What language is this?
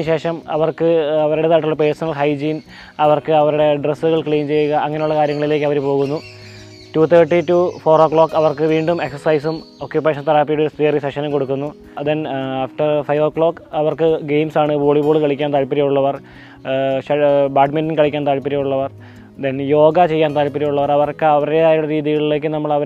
Malayalam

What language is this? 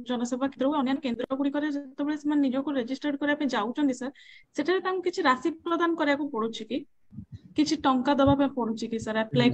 Odia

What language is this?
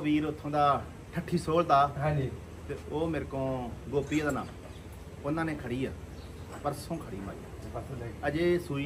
Punjabi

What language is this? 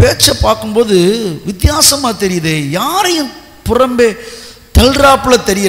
Tamil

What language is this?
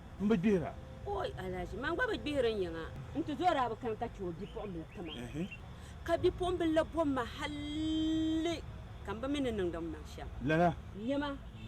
Dagbani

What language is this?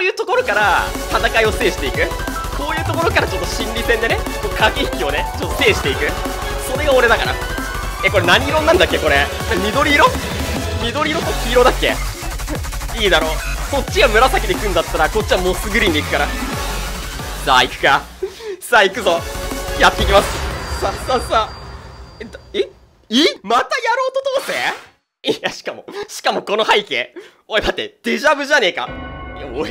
Japanese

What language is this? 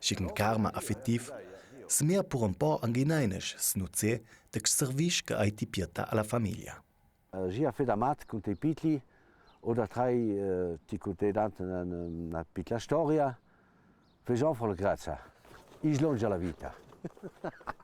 Ladin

